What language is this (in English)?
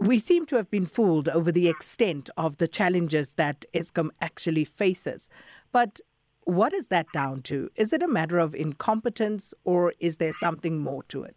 English